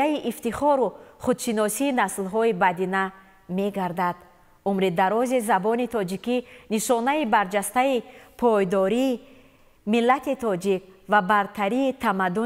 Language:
Tajik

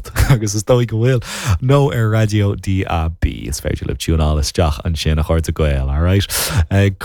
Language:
Irish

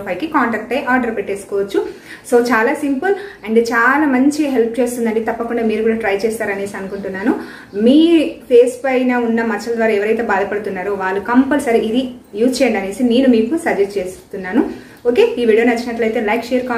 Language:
Telugu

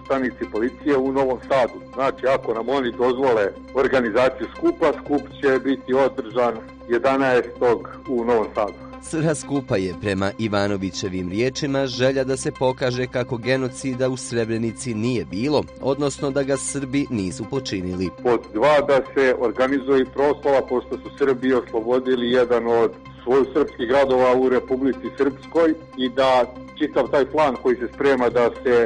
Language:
Bosnian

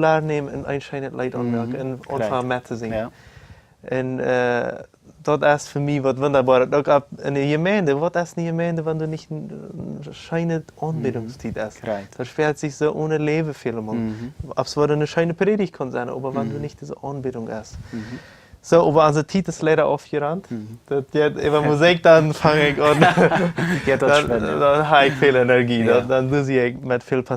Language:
Plautdietsch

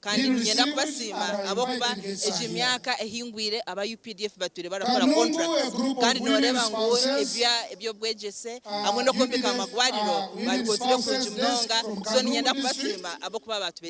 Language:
Nyankole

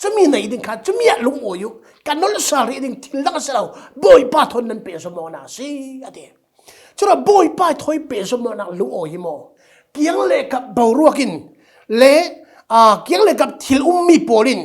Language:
Falam Chin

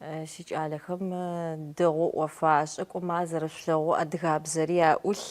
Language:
Adyghe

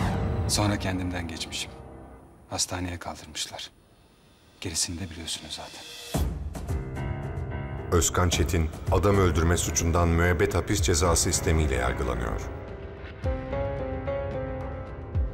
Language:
Turkish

